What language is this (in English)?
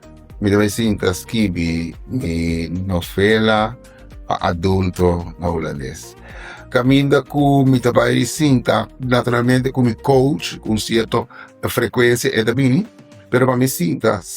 Papiamento